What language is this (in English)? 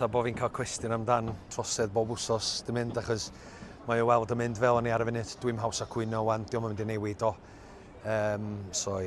Welsh